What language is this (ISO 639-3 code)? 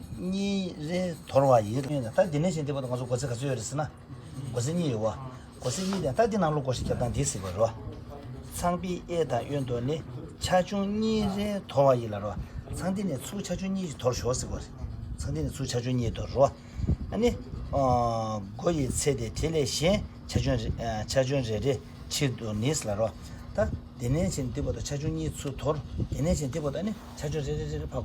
bod